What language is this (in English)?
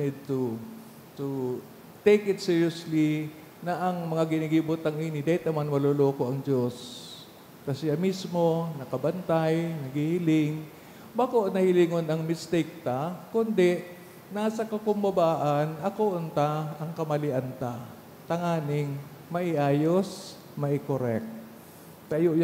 Bikol